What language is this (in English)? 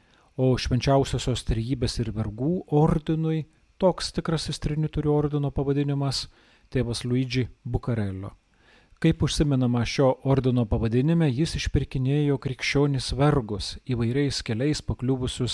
Lithuanian